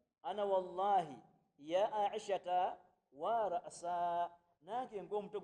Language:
Ganda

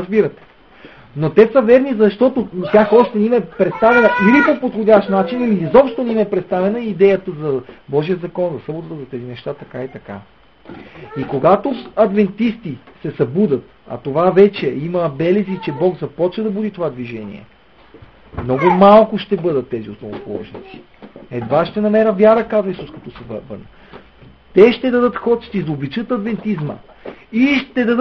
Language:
Bulgarian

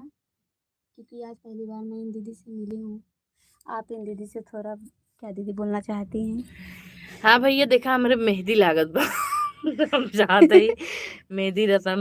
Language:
Awadhi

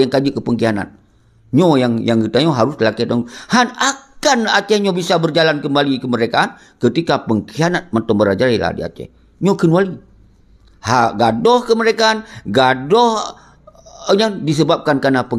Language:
Achinese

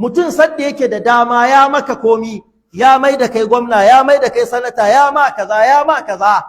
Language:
Hausa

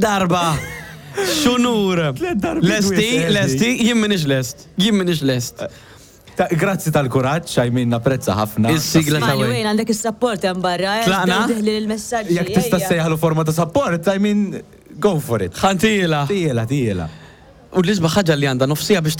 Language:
Maltese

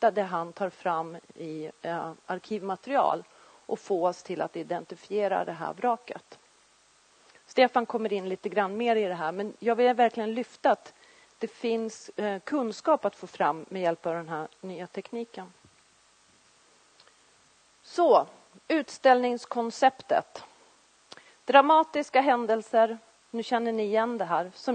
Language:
Swedish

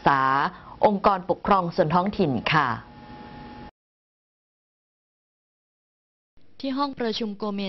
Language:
Thai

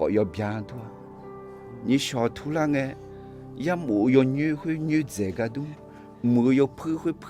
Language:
Akha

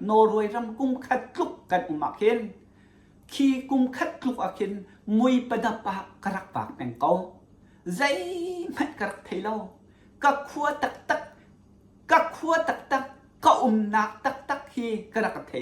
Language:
Hakha Chin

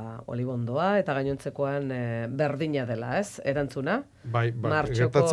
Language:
Basque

